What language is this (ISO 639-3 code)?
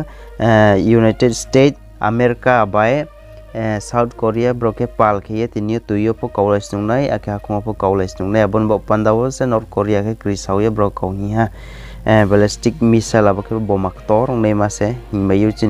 ria